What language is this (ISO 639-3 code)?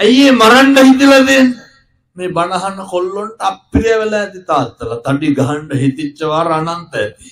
sin